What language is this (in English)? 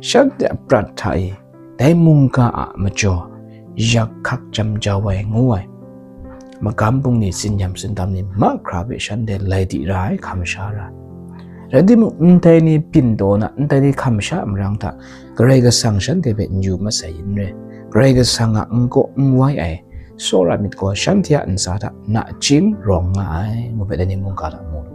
Kachin